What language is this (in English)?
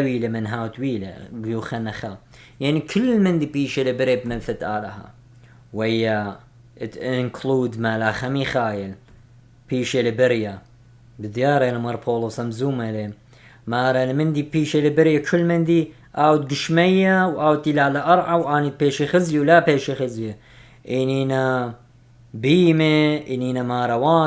Assyrian Neo-Aramaic